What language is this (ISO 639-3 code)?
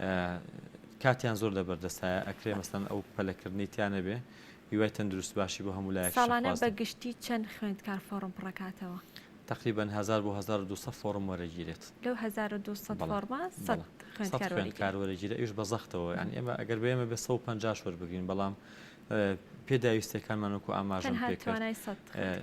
ckb